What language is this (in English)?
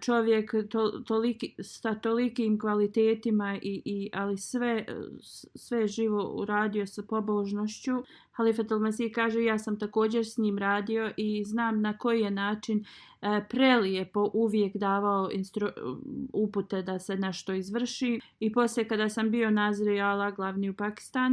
Bosnian